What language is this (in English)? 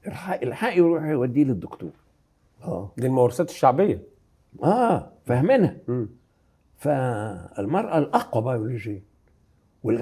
Egyptian Arabic